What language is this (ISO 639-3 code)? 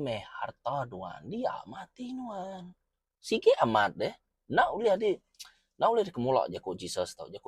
iba